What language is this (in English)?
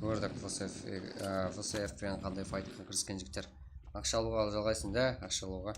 Kara-Kalpak